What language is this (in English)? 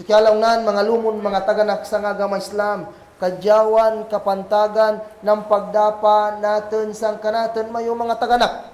Kagan Kalagan